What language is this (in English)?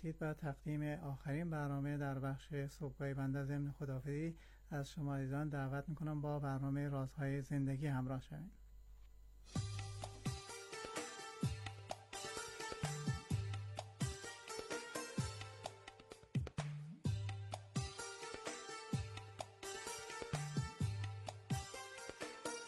Persian